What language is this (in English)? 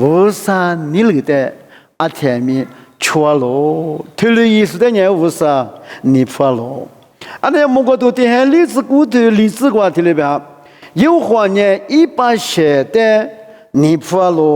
Lisu